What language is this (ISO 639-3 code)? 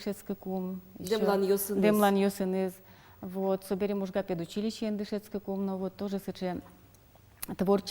udm